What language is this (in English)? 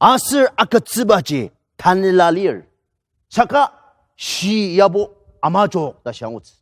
Ao Naga